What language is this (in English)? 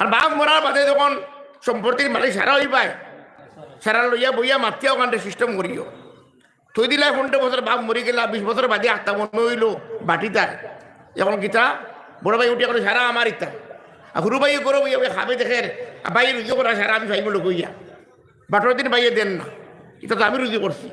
Sylheti